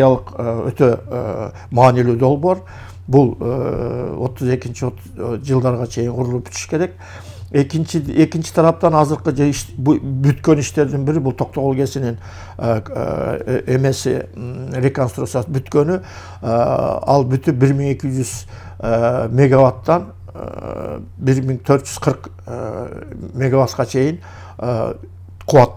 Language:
Kyrgyz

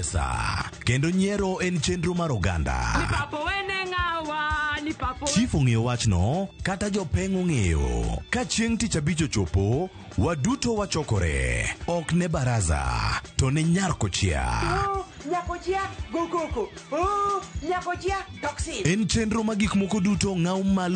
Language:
Luo (Kenya and Tanzania)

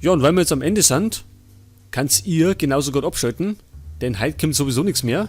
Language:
Bavarian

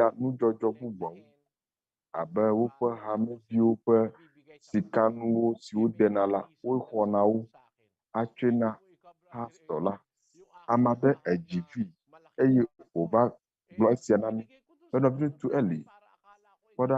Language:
Ewe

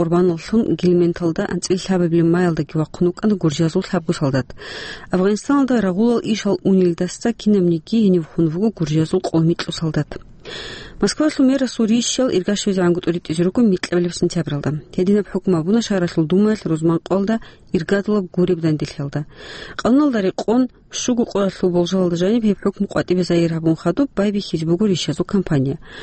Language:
Avaric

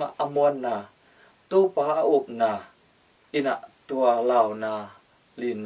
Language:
Tedim Chin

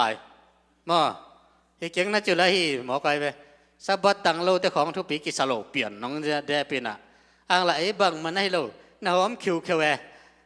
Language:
Tedim Chin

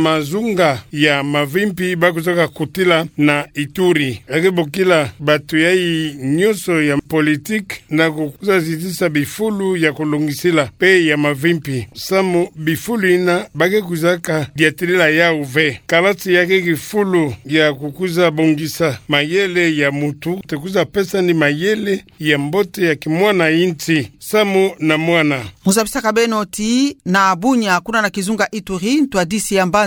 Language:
Kituba (Democratic Republic of Congo)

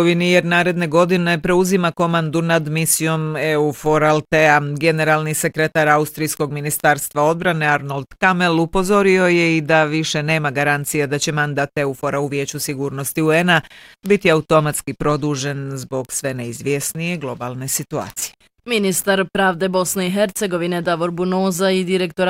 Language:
Bosnian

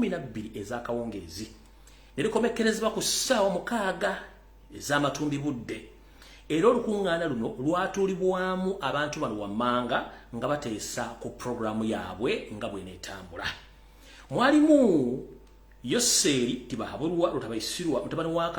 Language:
Ganda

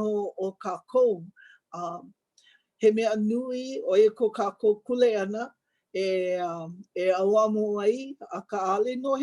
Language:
Hawaiian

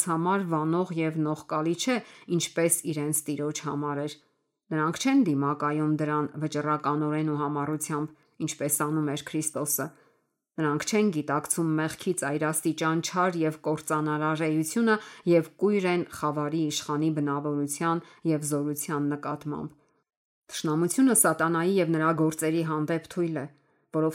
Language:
Armenian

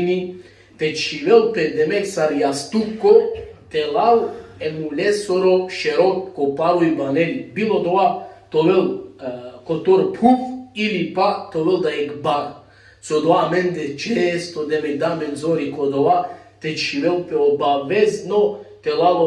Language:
Balkan Romani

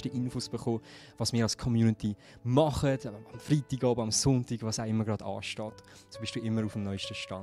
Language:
Swiss German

